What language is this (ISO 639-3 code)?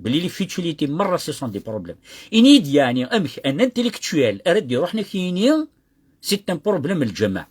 kab